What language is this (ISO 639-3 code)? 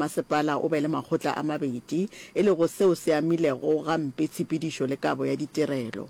nso